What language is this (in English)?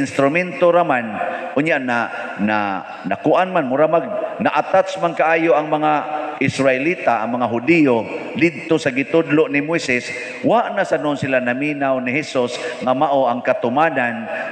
Cebuano